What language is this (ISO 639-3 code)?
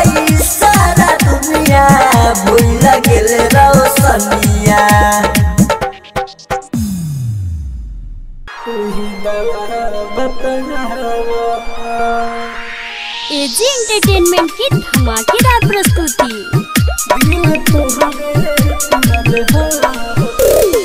bho